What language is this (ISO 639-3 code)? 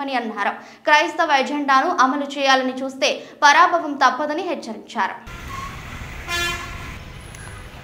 tel